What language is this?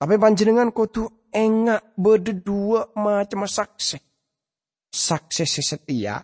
Madurese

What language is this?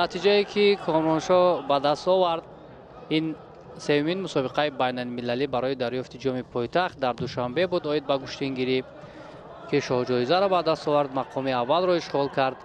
Tajik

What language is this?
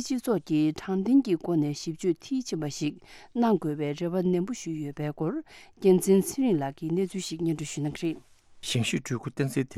Tibetan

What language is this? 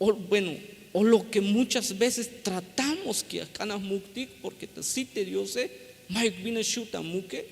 Tzeltal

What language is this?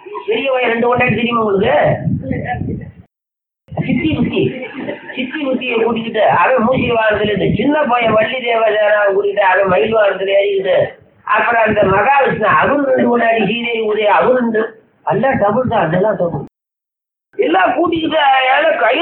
Tamil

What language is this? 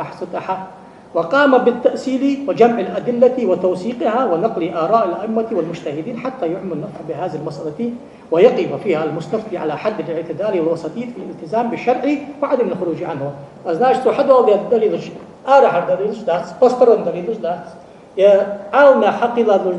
Ingush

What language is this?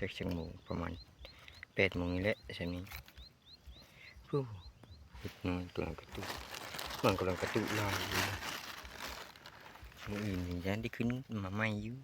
Lao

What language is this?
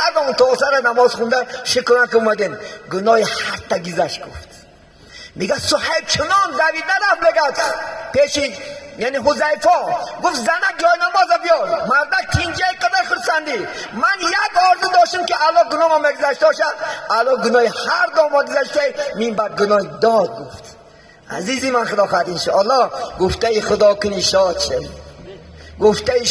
Tajik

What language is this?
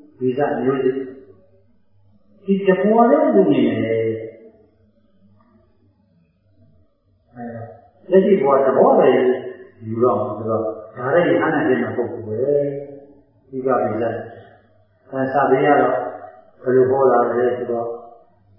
Burmese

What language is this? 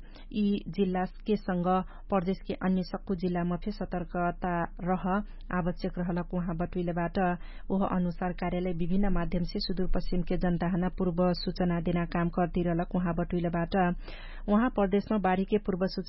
Dangaura Tharu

